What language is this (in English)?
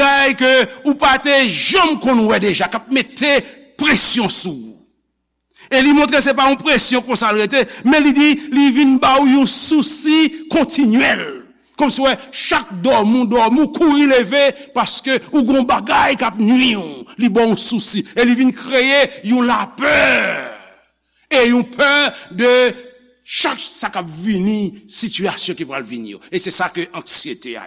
Haitian Creole